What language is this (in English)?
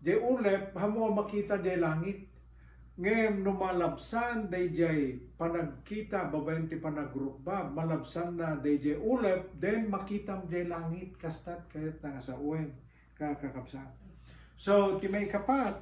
Iloko